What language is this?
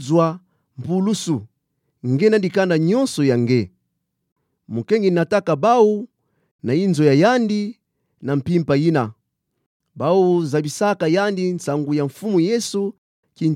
Kituba (Democratic Republic of Congo)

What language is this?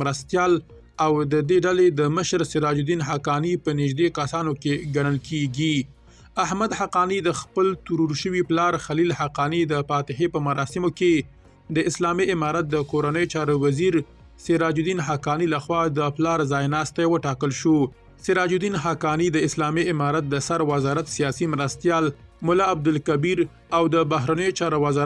Pashto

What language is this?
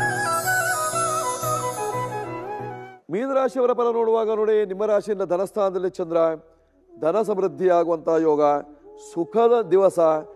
Kannada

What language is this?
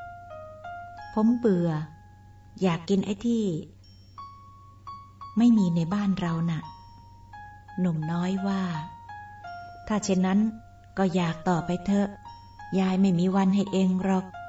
Thai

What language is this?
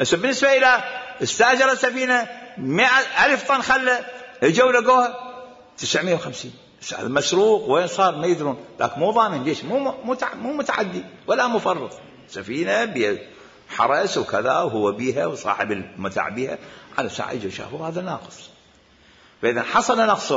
Mesopotamian Arabic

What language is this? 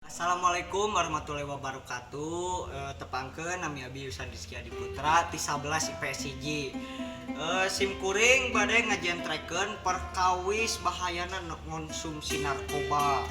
Sundanese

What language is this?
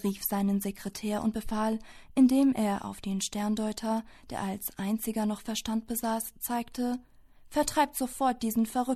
German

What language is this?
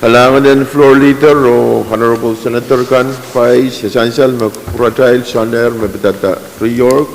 Pohnpeian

